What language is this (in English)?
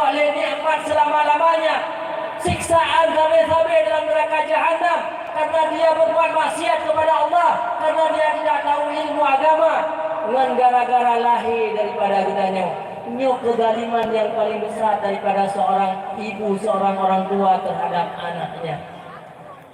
Achinese